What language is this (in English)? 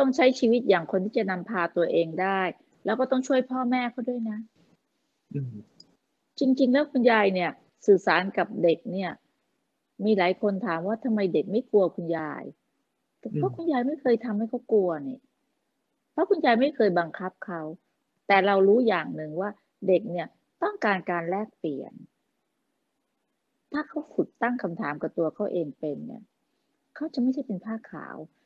Thai